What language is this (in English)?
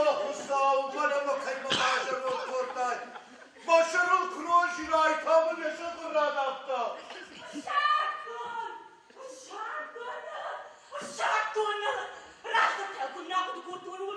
Ossetic